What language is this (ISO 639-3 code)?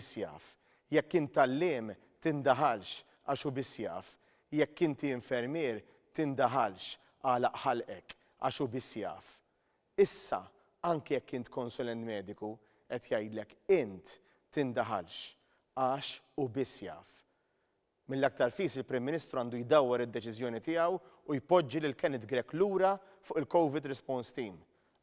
mlt